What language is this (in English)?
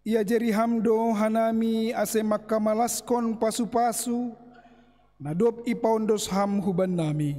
Batak Simalungun